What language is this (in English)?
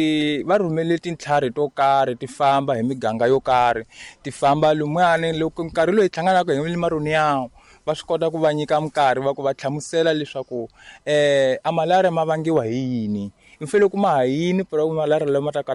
Tsonga